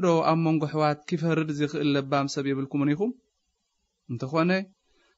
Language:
Tigrinya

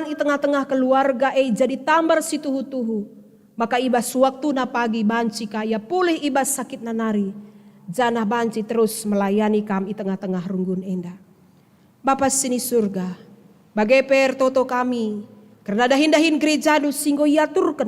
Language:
Batak Karo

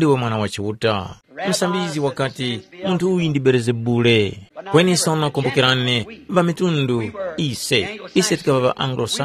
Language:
Tumbuka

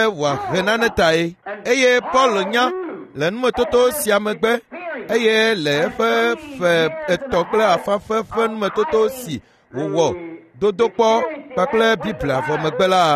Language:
Ewe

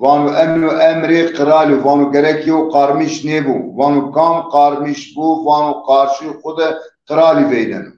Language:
Zaza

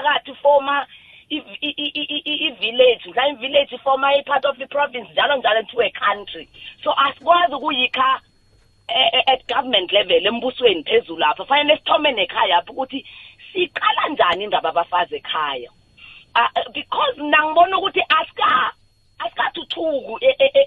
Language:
South Ndebele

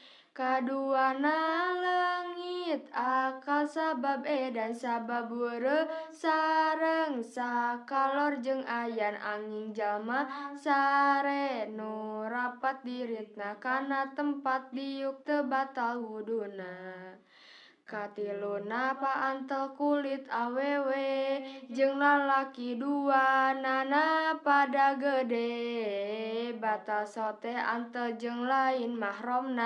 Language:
Sundanese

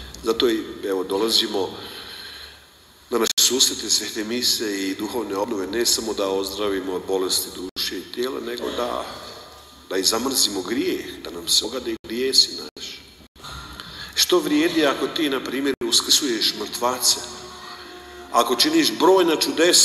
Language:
Croatian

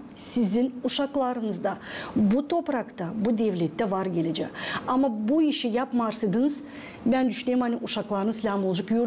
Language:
Gagauz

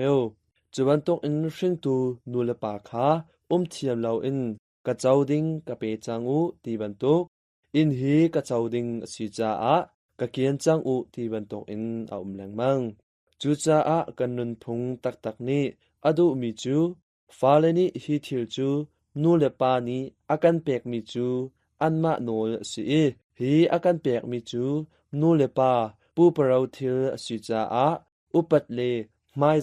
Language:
Hakha Chin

